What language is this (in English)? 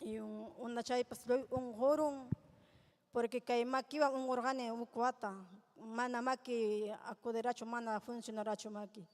Ayacucho Quechua